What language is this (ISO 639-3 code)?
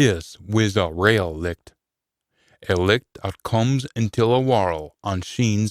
sco